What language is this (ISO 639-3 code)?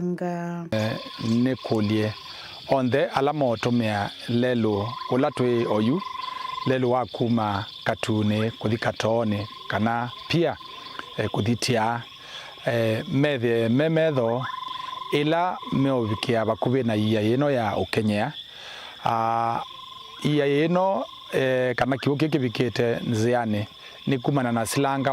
kam